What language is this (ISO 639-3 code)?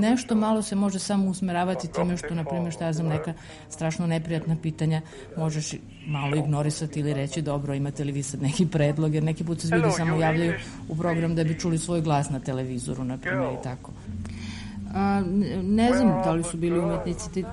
srp